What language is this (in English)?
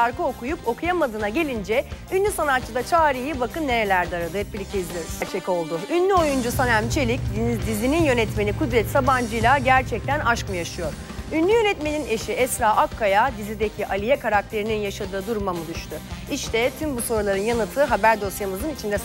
Turkish